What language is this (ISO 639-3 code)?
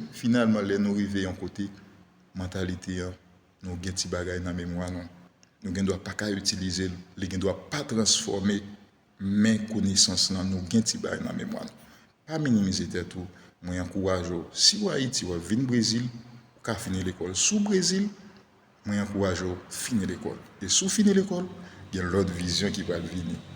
hat